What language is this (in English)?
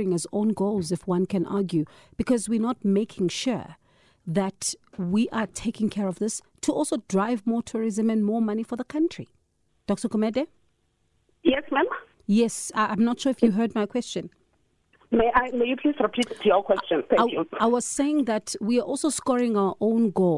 English